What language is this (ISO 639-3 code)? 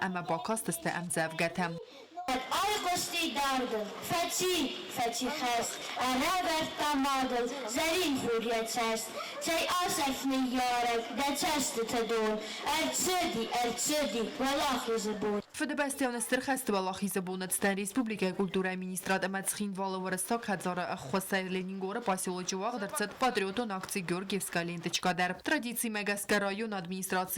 oss